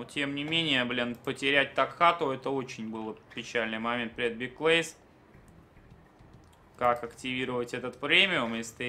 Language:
Russian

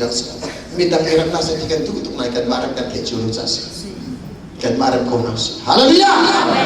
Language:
Hakha Chin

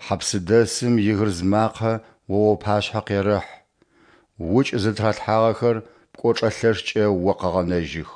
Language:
Adyghe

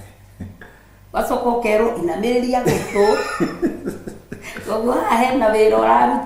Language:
Kikuyu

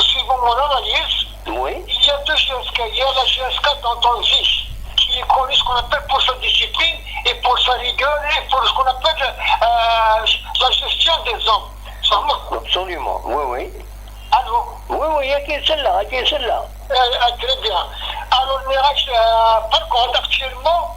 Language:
Kabyle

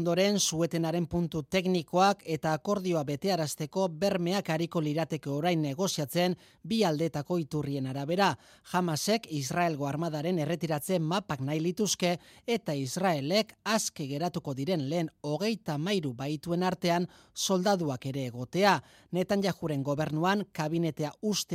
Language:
Basque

